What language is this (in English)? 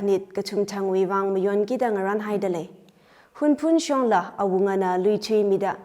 Tangkhul Naga (India)